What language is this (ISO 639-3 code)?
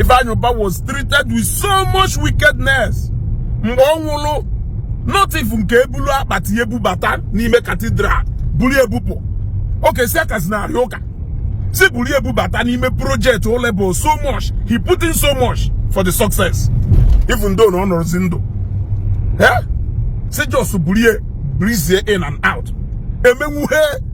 ibo